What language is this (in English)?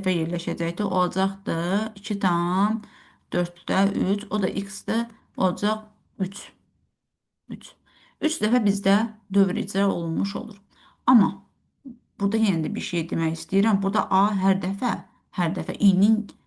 Azerbaijani